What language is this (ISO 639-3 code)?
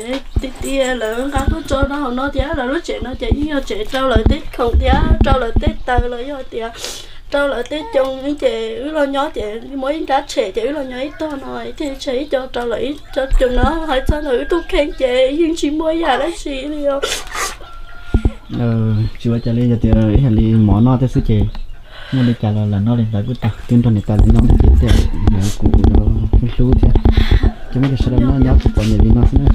vie